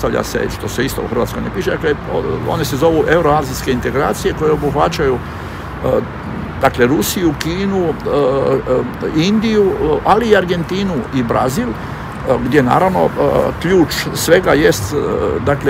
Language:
Croatian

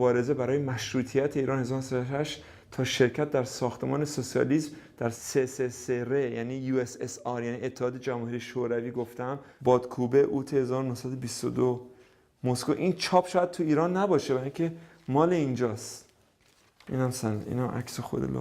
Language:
Persian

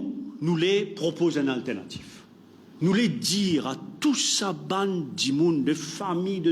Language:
Morisyen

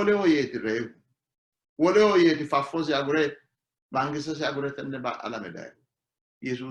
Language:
Sidamo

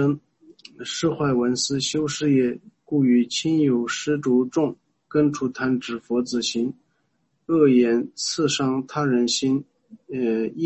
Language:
Chinese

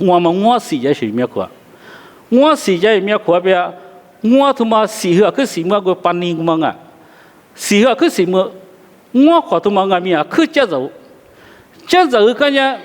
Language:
Lisu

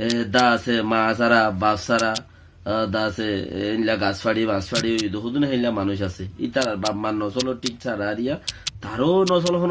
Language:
Rohingya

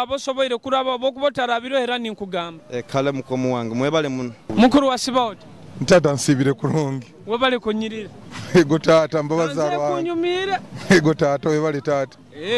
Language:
Nyoro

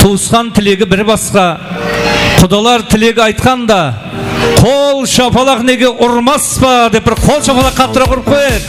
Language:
Kara-Kalpak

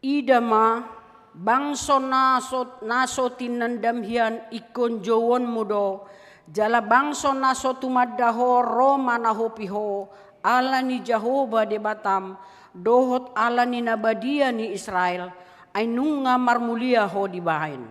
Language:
Batak Toba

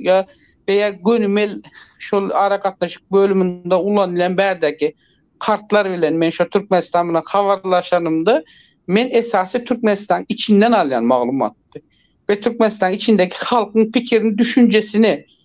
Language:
Turkmen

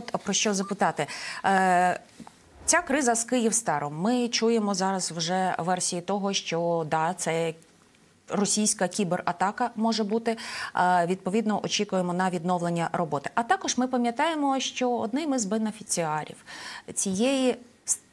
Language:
Ukrainian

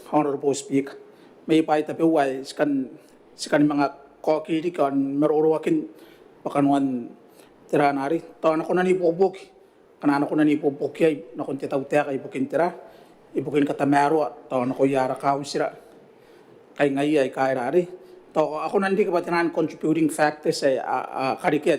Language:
Gilbertese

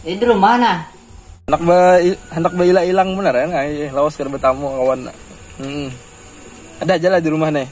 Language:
Banjar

